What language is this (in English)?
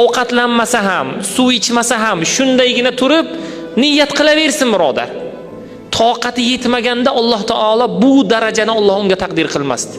Uzbek